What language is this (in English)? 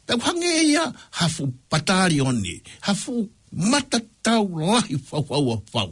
Tongan